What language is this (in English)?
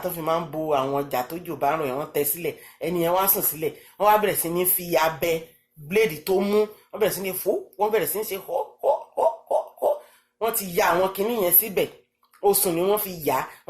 Yoruba